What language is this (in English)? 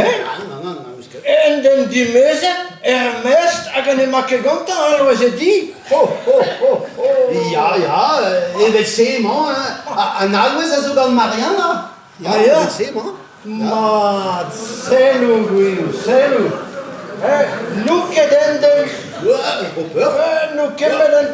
Breton